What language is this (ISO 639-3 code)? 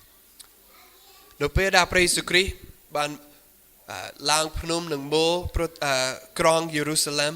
khm